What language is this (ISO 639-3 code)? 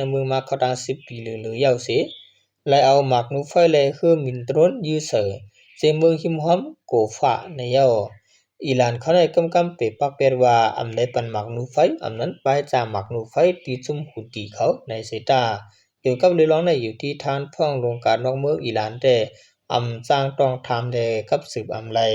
shn